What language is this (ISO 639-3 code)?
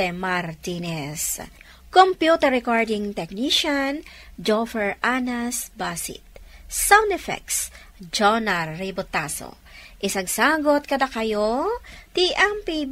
ilo